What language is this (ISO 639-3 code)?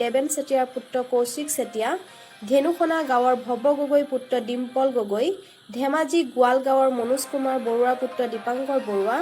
asm